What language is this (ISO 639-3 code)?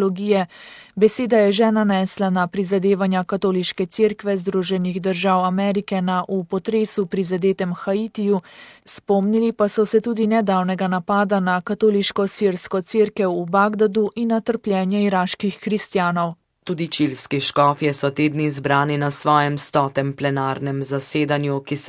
slv